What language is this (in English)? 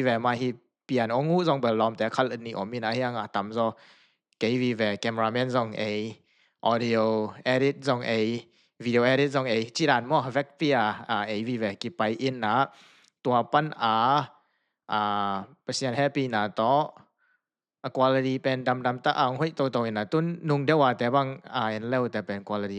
Tedim Chin